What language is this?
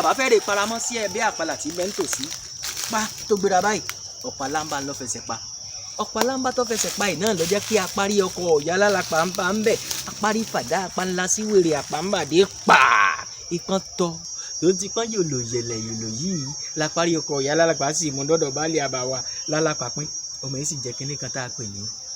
Yoruba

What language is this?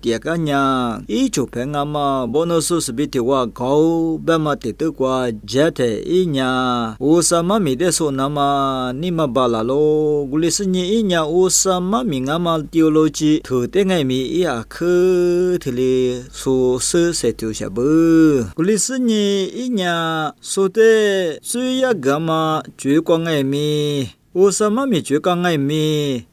Lisu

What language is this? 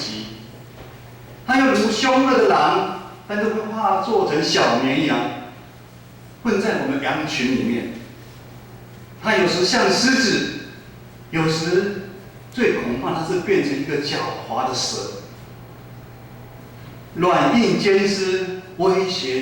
Min Nan Chinese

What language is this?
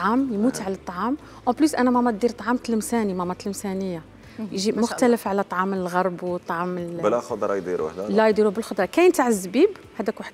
Algerian Arabic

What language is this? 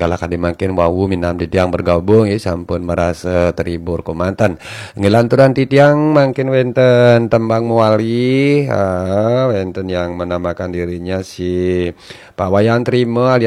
Balinese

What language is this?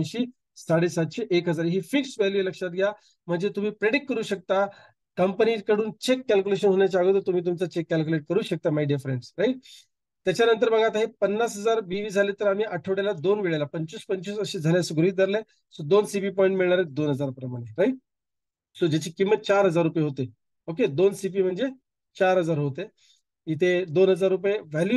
Marathi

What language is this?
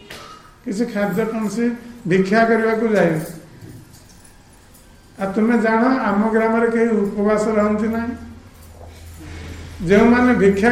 Odia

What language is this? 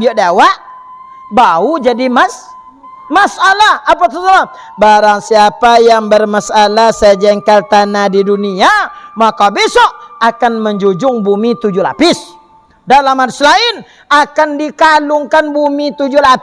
Minangkabau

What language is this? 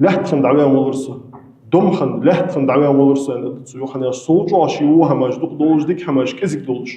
Ingush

